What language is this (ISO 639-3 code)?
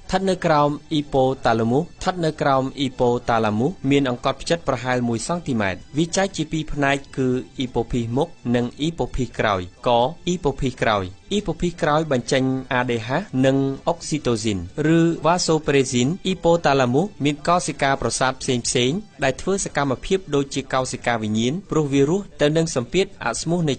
khm